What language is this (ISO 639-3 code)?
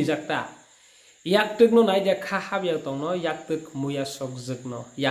trp